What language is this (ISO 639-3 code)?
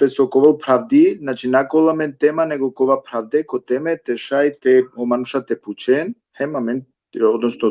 rmn